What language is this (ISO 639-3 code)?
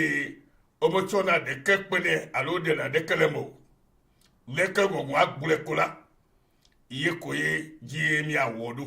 ewe